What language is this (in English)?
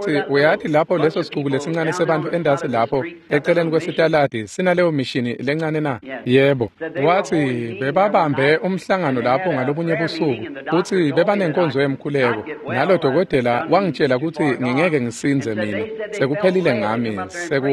Swati